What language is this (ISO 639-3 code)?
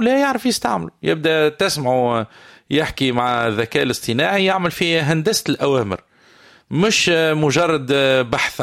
aeb